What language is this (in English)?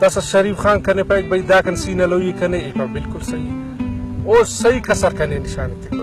Brahui